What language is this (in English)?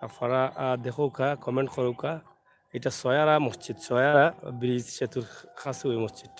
Sylheti